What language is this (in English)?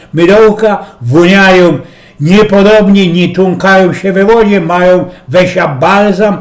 Silesian